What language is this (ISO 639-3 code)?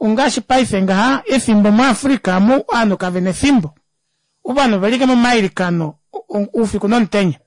kua